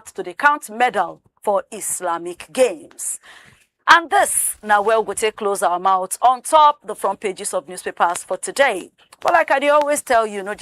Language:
Nigerian Pidgin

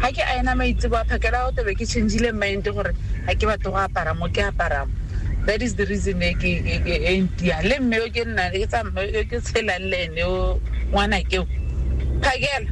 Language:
Tswana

